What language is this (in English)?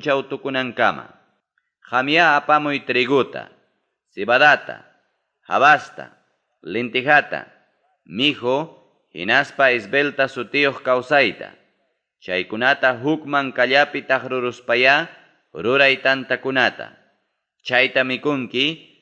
Ayacucho Quechua